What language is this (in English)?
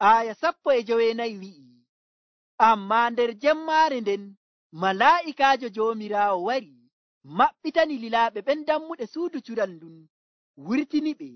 Nigerian Fulfulde